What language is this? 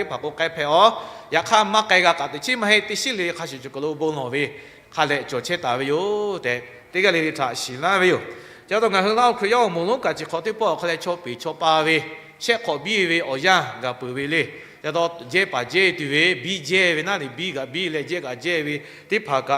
Lahu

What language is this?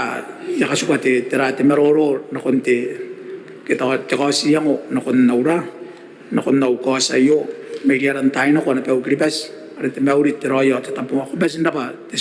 Gilbertese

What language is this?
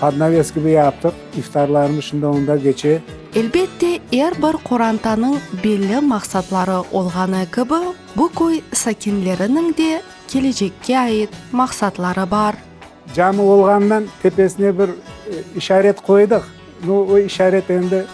Crimean Tatar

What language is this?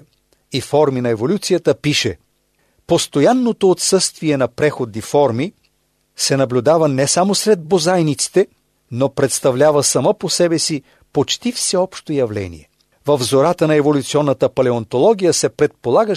Bulgarian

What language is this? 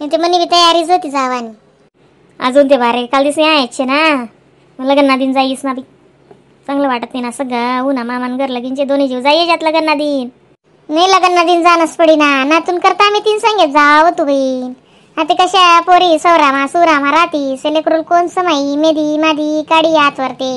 Khandesi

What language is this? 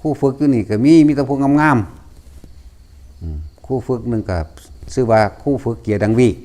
Northeastern Thai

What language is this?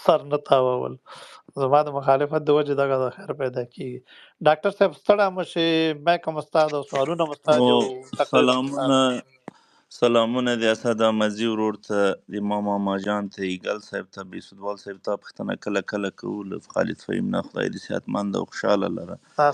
Pashto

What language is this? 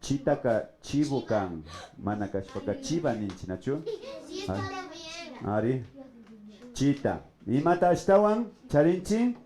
Imbabura Highland Quichua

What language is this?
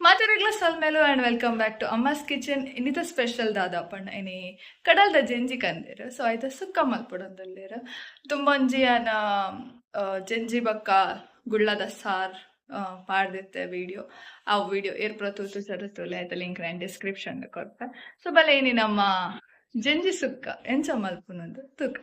Tulu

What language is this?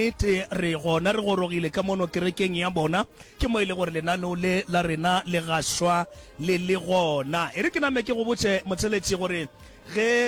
Northern Sotho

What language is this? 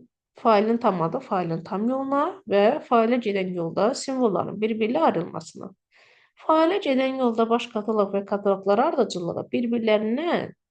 Azerbaijani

